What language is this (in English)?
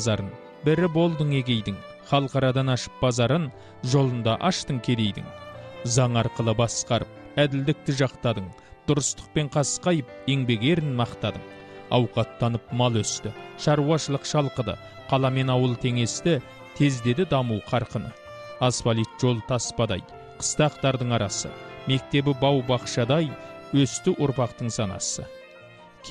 Kazakh